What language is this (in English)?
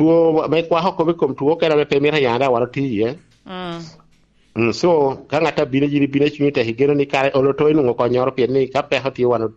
Lango (Uganda)